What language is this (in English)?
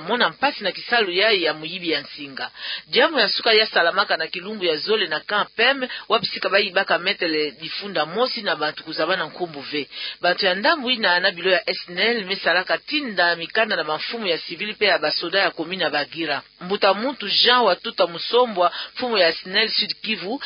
Kituba (Democratic Republic of Congo)